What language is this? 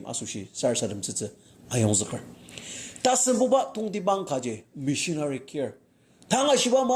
Ao Naga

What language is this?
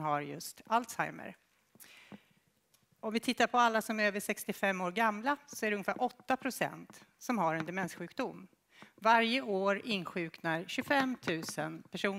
Swedish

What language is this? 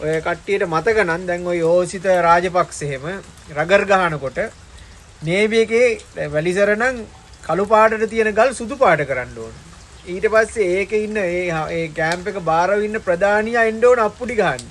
Sinhala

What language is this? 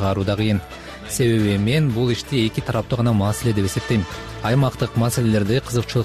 Kyrgyz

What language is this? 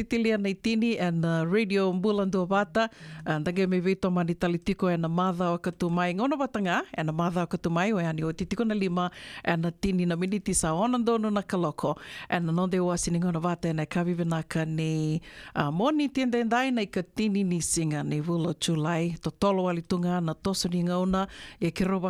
Fijian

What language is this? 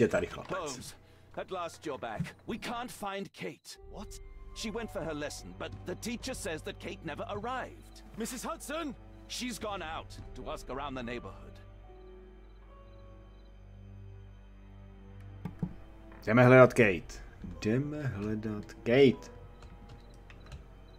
Czech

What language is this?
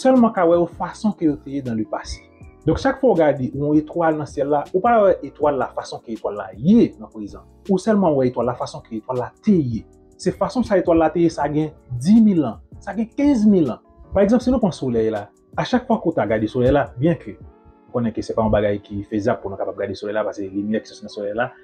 Haitian Creole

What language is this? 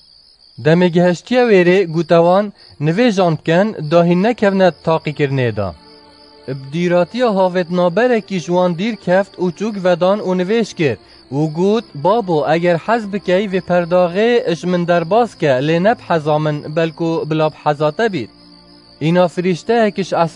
Kurdish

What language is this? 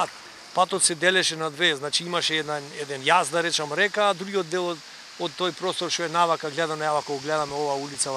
Macedonian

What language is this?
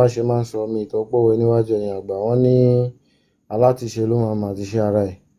Yoruba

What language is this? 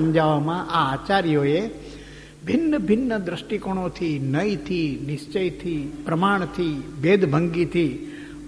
Gujarati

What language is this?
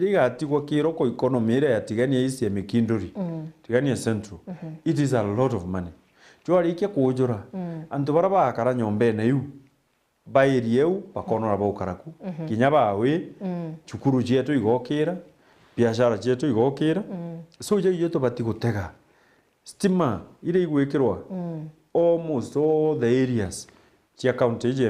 Meru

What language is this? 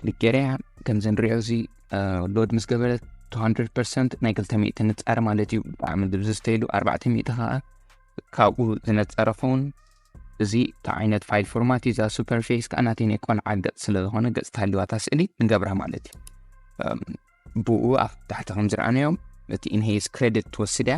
Tigrinya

